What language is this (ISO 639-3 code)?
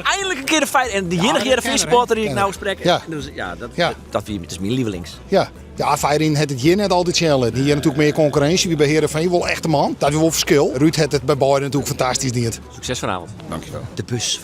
fry